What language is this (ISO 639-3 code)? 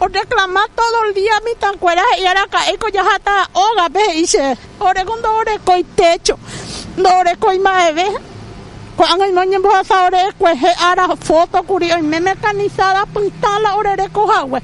grn